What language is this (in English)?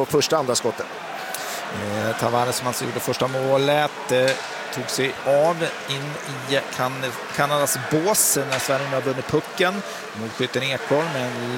Swedish